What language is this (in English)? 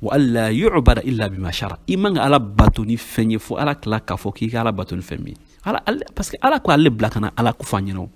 Bambara